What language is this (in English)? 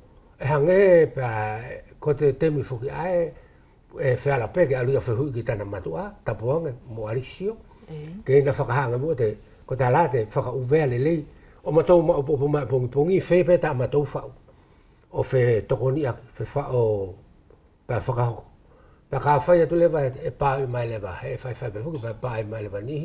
Wallisian